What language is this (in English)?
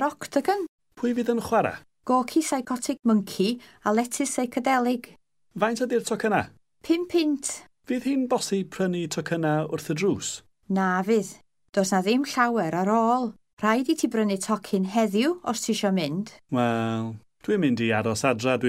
Welsh